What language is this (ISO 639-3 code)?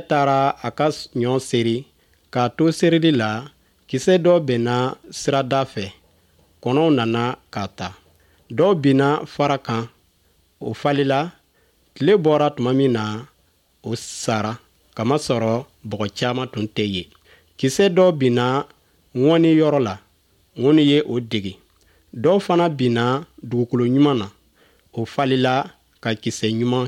bam